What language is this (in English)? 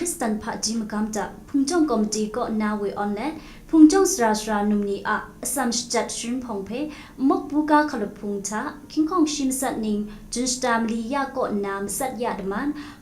Kachin